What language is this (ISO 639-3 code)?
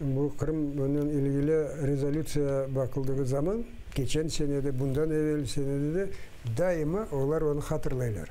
crh